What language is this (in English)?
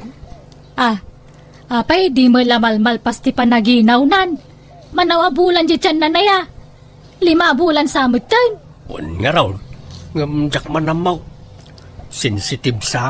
Iloko